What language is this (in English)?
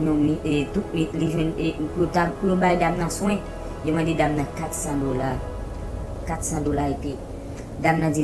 Haitian Creole